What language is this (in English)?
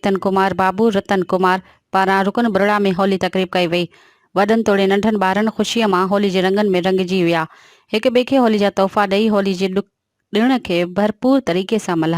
Sindhi